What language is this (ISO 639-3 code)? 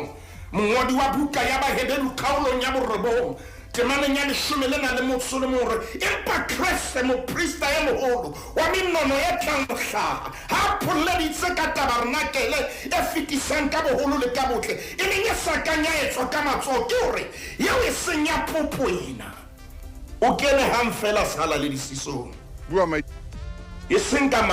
sot